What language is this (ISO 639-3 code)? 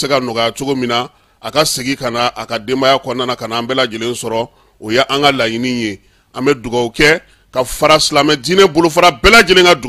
bam